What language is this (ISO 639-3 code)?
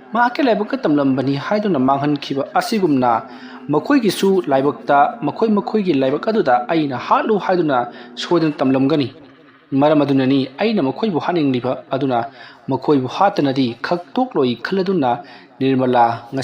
mni